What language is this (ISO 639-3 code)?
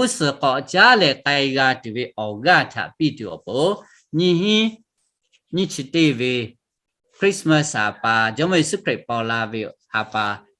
lhu